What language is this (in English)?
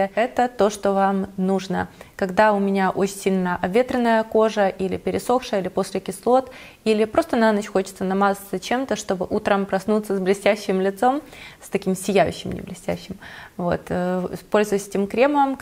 Russian